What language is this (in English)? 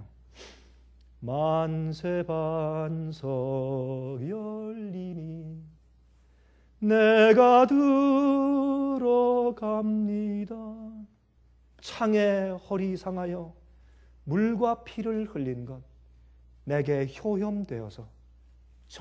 Korean